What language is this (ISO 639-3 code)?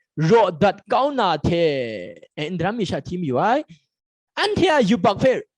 kac